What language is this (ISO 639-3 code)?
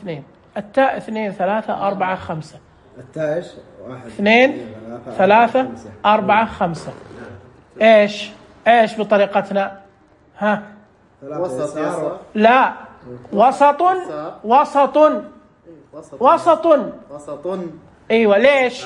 ars